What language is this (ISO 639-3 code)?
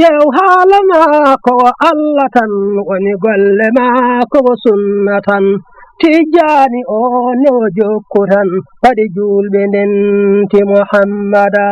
ful